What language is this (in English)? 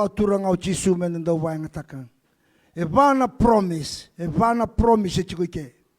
Fijian